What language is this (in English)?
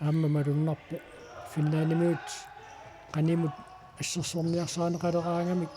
Kalaallisut